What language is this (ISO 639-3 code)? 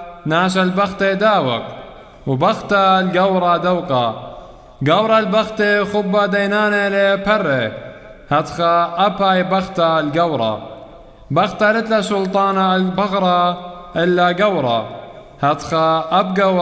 syc